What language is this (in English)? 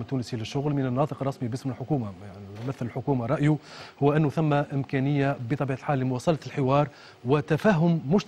Tunisian Arabic